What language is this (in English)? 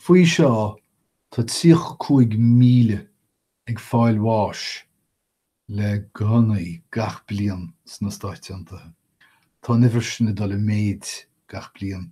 Irish